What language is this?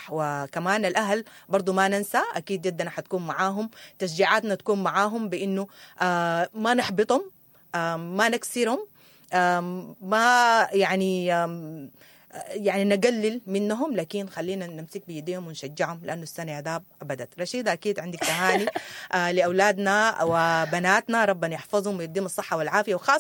Sudanese Arabic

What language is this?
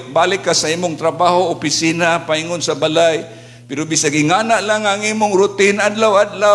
Cebuano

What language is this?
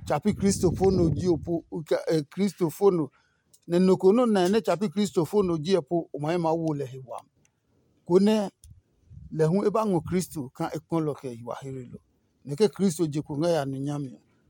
Adangme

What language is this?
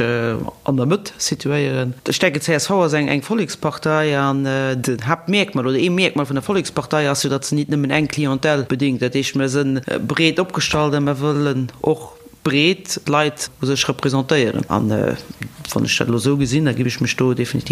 Luxembourgish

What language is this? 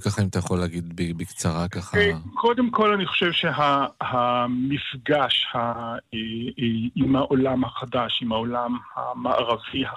Hebrew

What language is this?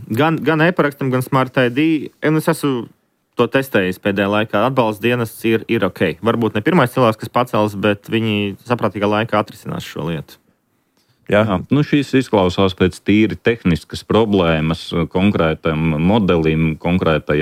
Latvian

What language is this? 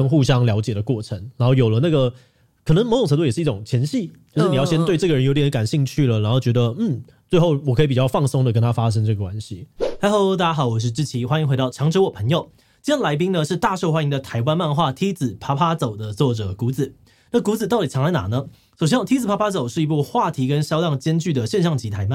Chinese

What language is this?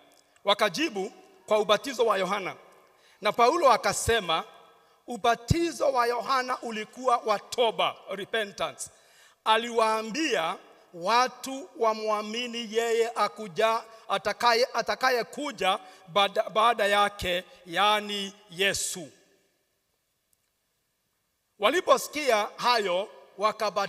Swahili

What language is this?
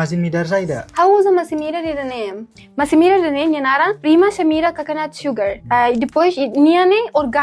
Tetum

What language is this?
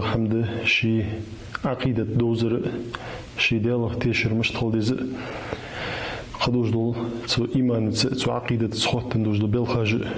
Ingush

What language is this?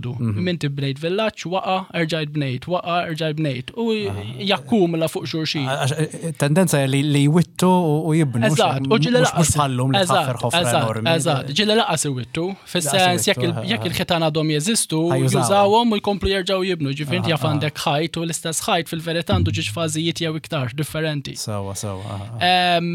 Maltese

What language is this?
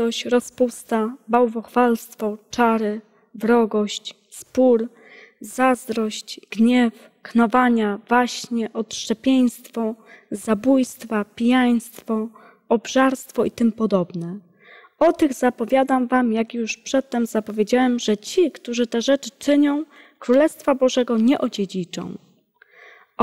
Polish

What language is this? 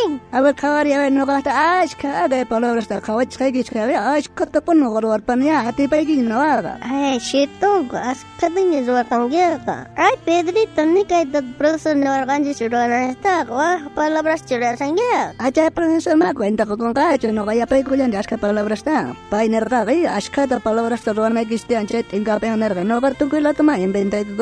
South Bolivian Quechua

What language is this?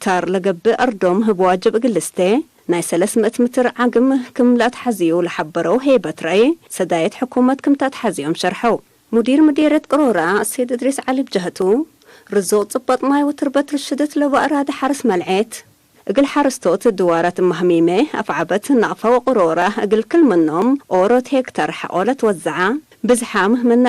Tigre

